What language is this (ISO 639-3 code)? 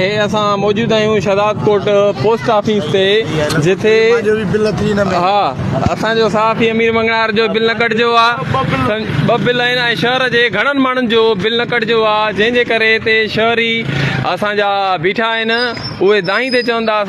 snd